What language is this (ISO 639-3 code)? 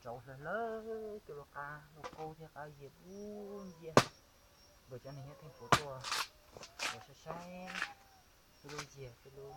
hmn